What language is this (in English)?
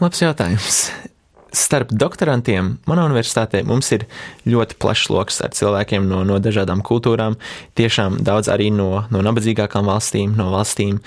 Latvian